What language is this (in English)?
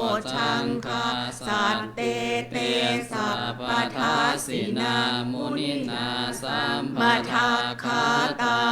Pali